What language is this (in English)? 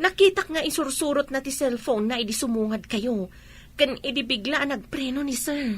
Iloko